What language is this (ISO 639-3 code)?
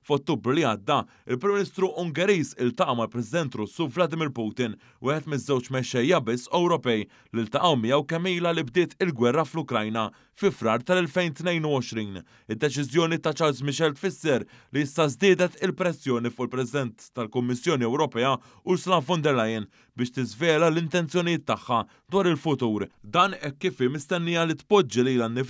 mlt